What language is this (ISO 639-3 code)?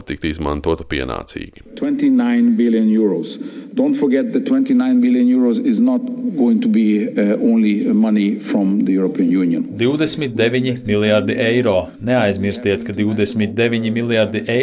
lav